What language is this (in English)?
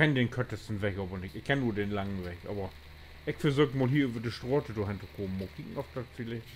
Low German